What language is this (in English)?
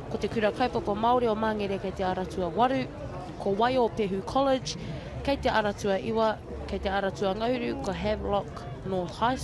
Māori